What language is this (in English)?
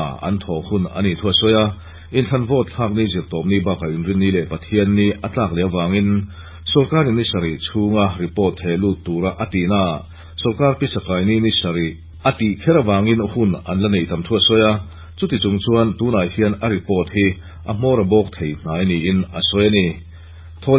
Mizo